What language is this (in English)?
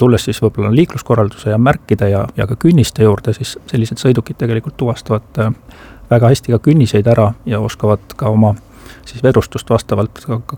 Estonian